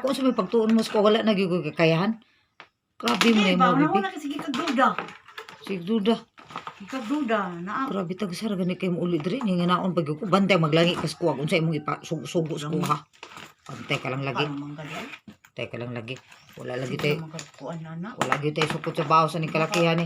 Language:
Cebuano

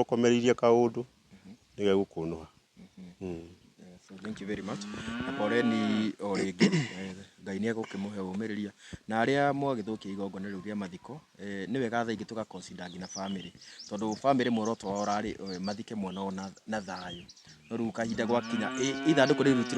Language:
Kikuyu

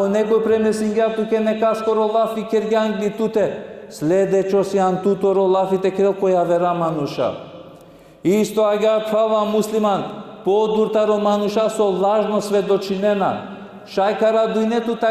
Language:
Balkan Romani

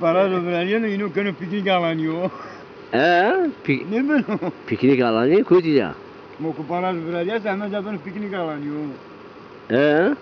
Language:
Zaza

